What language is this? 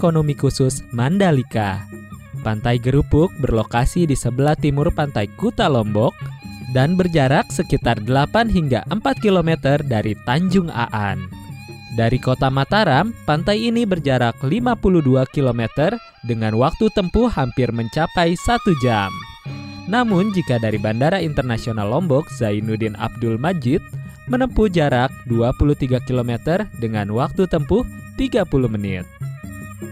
Indonesian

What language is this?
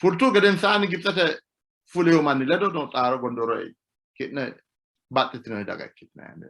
Sidamo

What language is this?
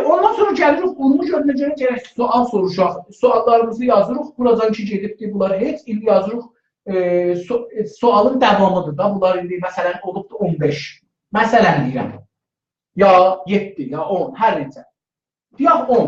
South Azerbaijani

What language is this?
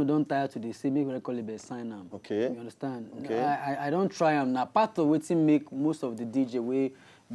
Nigerian Pidgin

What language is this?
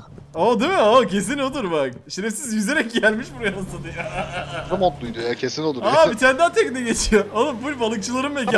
Turkish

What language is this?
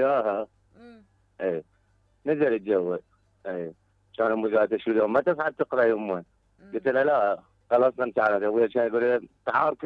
Mesopotamian Arabic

